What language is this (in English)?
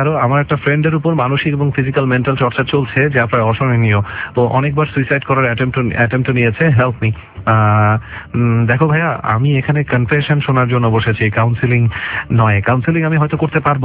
Bangla